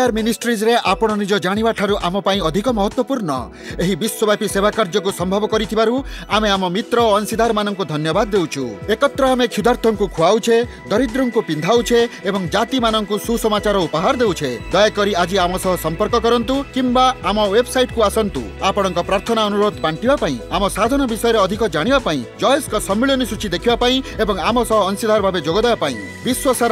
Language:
Odia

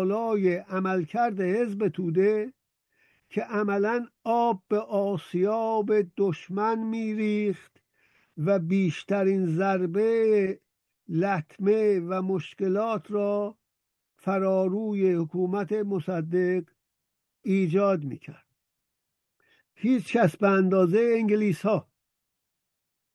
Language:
Persian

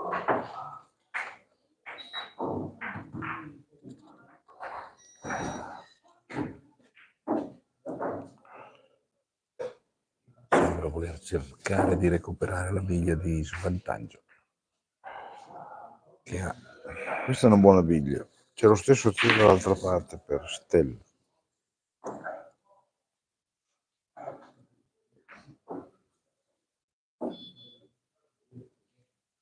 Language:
Italian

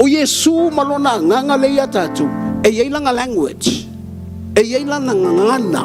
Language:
Samoan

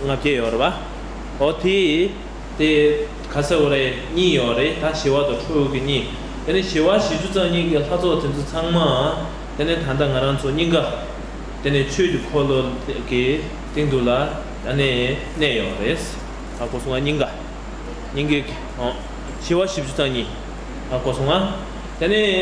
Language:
Tibetan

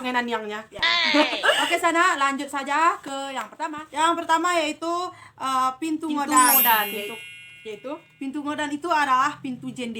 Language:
Minangkabau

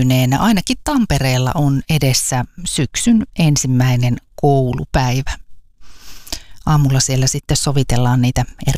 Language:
Finnish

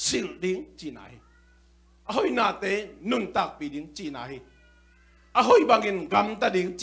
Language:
Tedim Chin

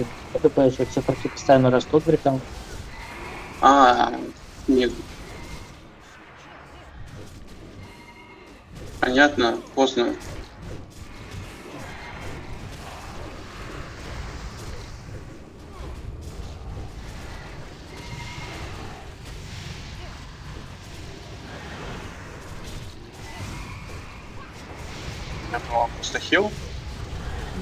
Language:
Russian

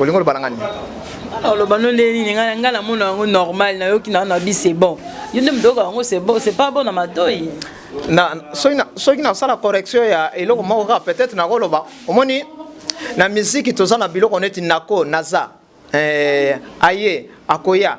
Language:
Lingala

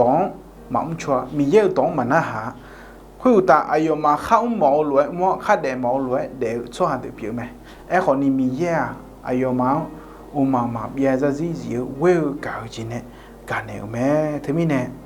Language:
Akha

